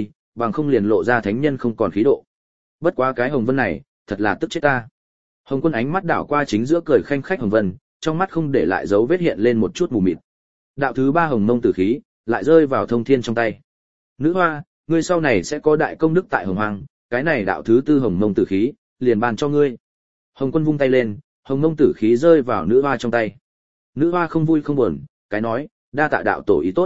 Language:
Vietnamese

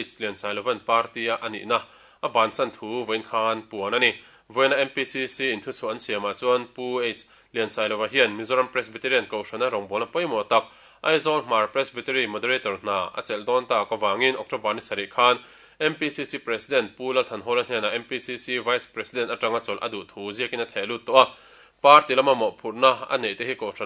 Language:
Mizo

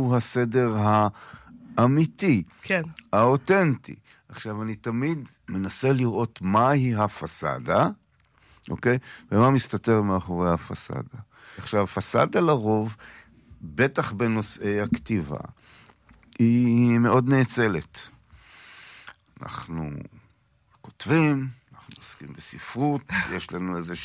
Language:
Hebrew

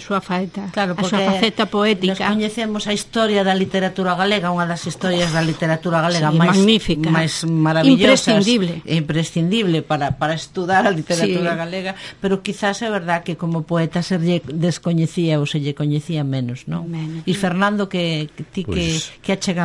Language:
Galician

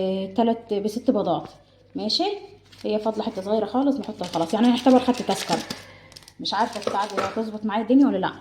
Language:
Egyptian Arabic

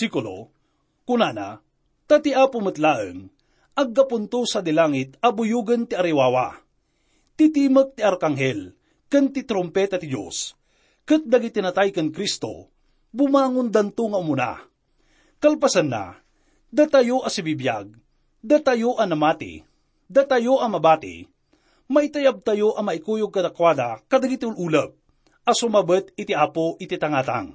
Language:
Iloko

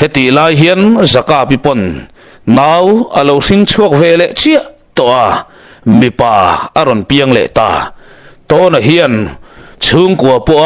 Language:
Mizo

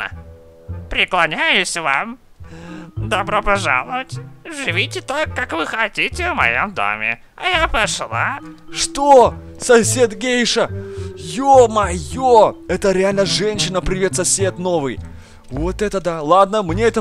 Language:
Russian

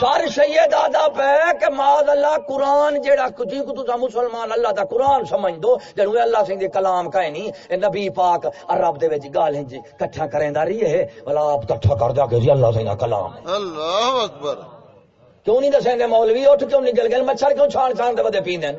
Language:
Saraiki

